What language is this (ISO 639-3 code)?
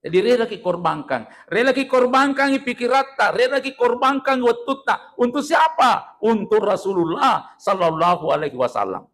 bug